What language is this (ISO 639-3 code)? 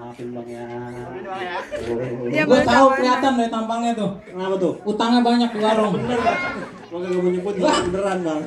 bew